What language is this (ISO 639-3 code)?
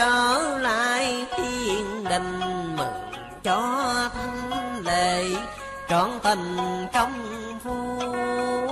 vie